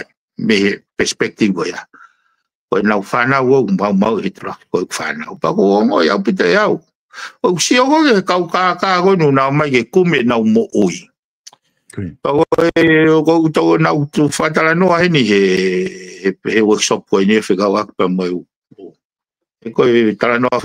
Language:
Tongan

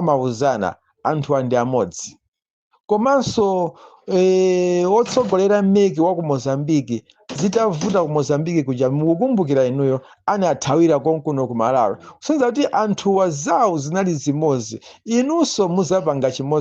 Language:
Nyanja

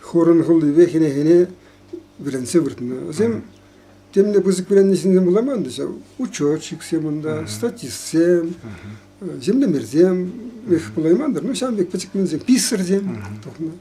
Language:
Chuvash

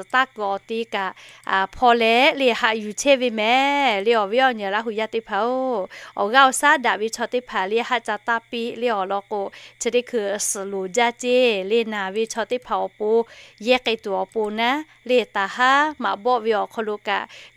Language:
Lahu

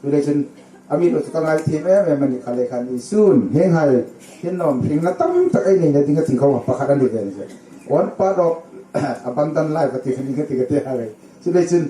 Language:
Hmar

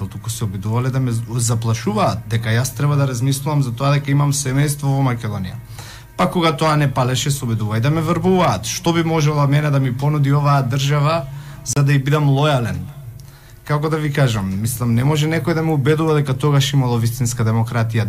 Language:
Macedonian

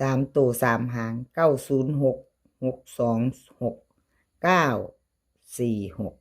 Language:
Northeastern Thai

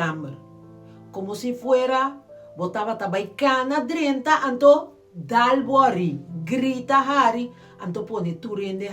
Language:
Papiamento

